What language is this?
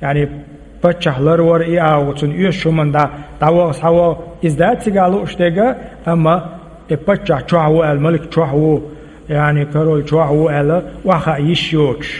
Chechen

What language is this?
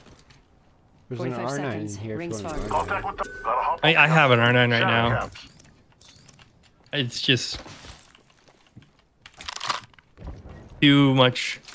English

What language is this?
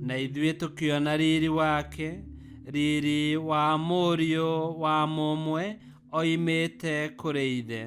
Kikuyu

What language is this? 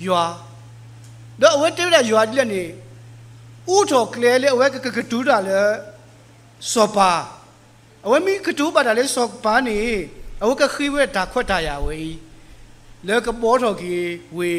S'gaw Karen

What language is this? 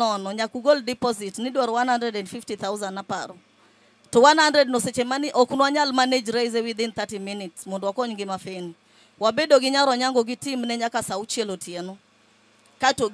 Luo (Kenya and Tanzania)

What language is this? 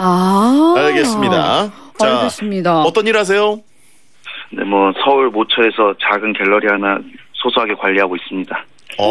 Korean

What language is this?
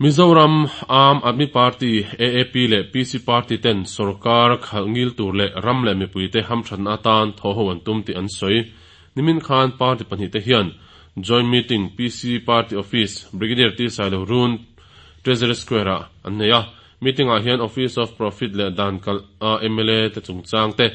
Mizo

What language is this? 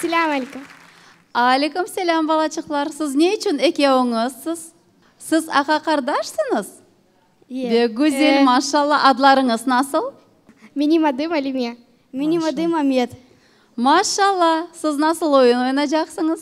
Crimean Tatar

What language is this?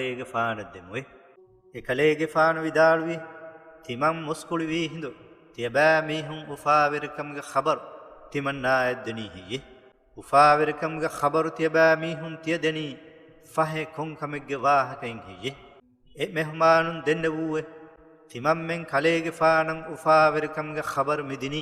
Divehi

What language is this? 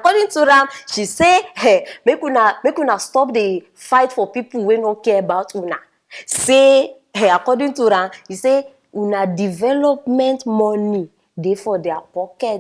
Nigerian Pidgin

